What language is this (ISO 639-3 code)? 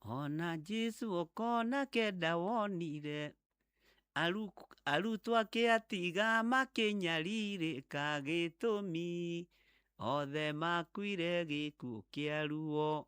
kik